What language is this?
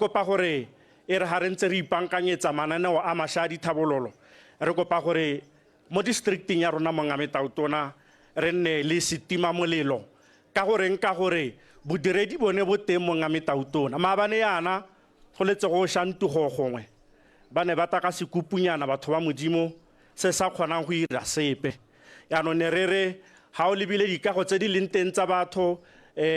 Tswana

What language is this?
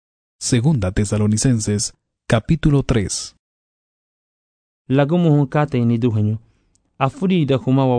Garifuna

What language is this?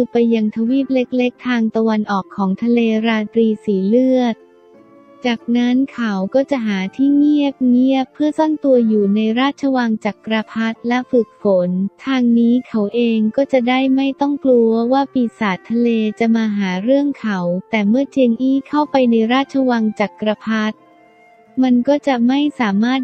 Thai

